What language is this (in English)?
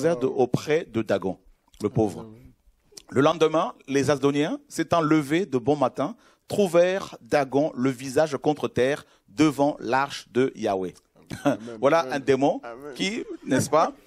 French